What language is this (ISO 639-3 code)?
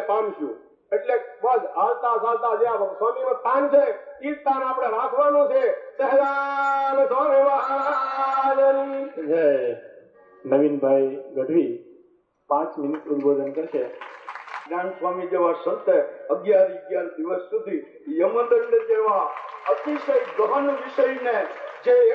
guj